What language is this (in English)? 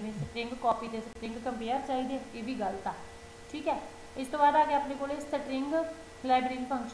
Punjabi